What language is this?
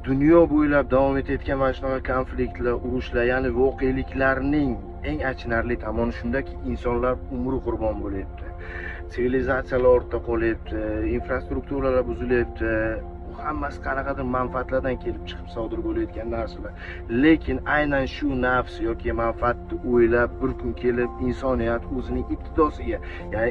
Uzbek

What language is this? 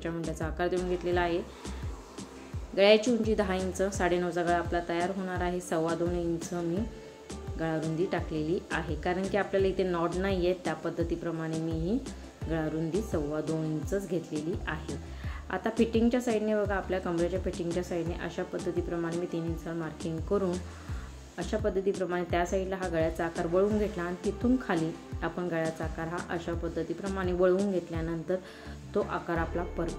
Marathi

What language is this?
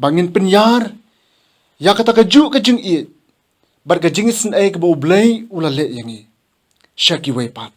Khasi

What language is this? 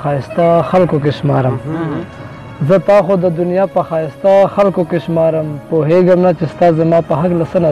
Pashto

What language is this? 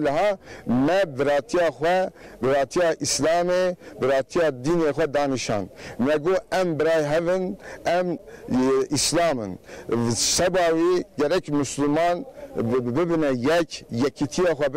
Kurdish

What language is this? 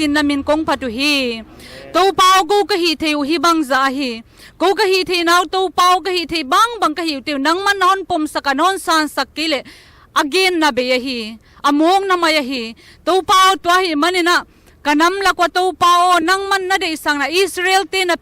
Tedim Chin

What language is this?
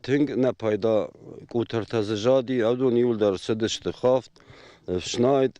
Ossetic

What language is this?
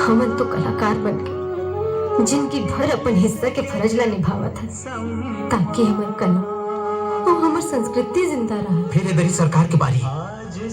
Chhattisgarhi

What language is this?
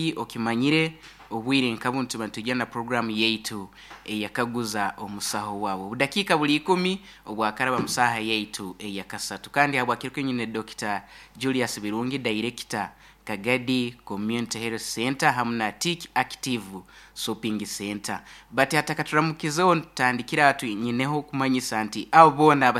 Nyoro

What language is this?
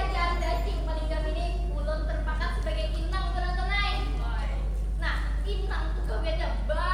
Banjar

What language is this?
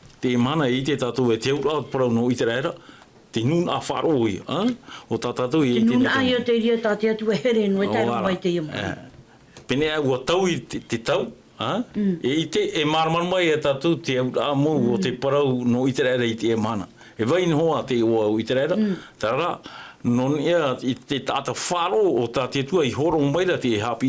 Tahitian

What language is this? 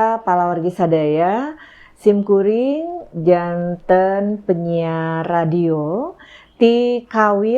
Sundanese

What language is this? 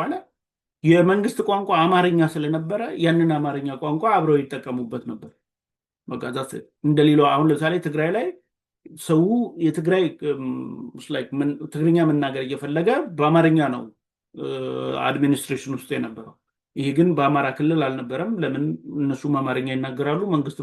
Amharic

